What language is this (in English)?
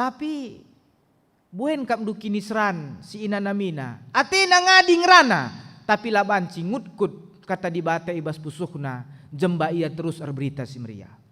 Batak Karo